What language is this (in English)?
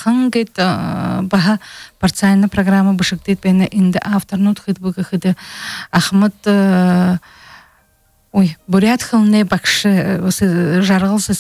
Buriat